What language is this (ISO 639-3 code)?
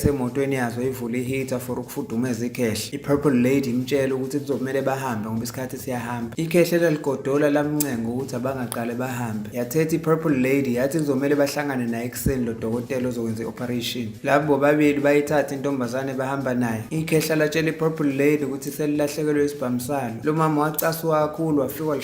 zul